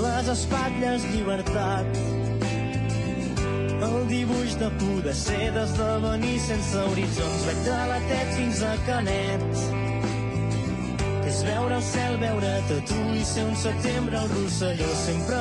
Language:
Catalan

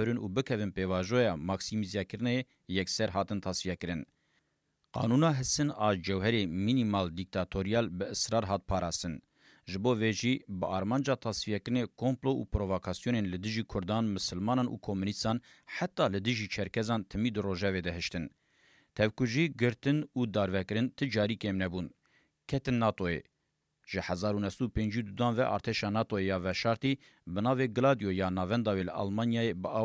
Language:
Kurdish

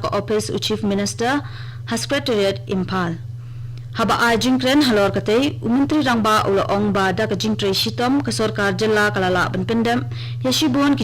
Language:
Khasi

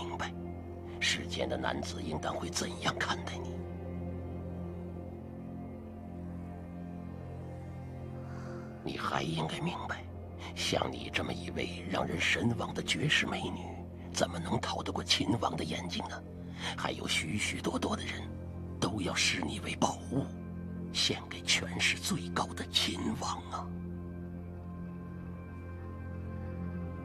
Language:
Chinese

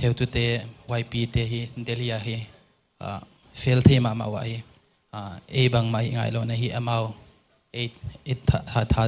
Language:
Paite Chin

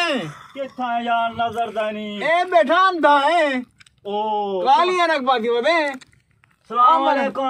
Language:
Saraiki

